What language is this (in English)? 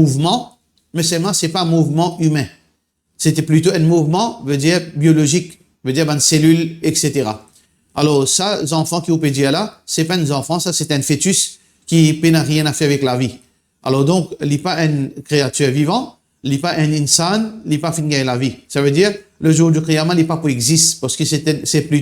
Morisyen